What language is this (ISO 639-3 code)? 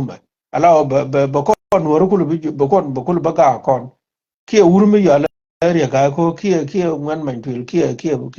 nus